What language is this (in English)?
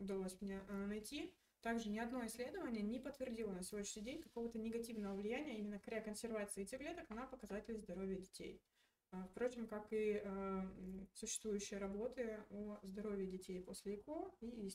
Russian